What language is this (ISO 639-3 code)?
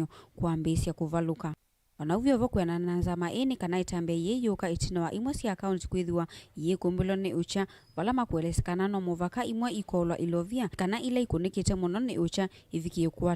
kam